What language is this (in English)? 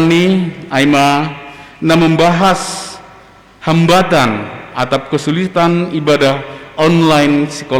Batak Simalungun